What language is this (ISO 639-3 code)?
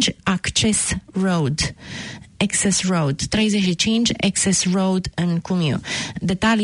ron